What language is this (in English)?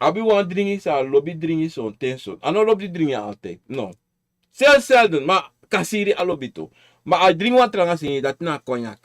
Sranan Tongo